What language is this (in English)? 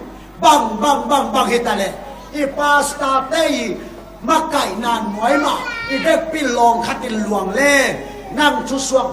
Tedim Chin